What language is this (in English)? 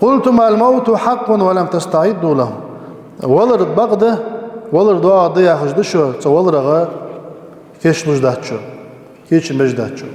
Ingush